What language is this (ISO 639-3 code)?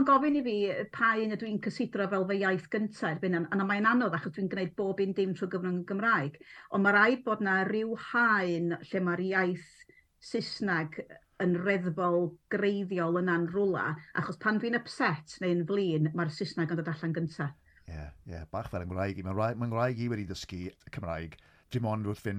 cym